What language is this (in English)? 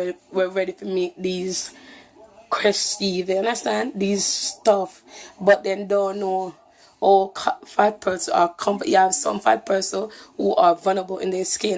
Jamaican Creole English